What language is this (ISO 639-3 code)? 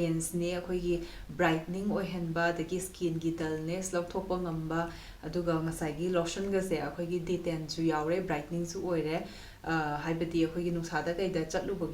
mni